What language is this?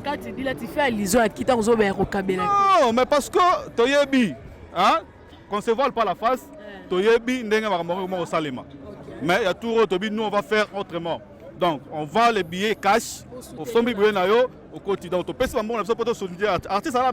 Lingala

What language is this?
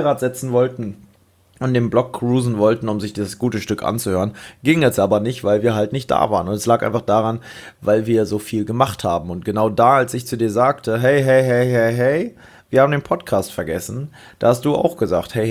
German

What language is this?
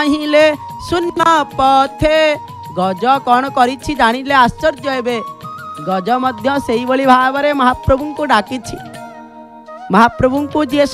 Odia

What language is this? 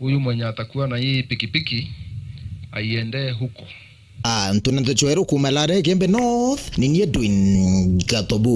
Meru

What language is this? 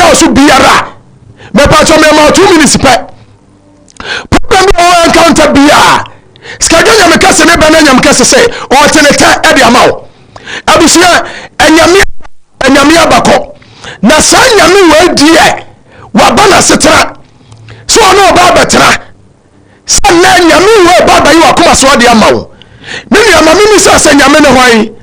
Akan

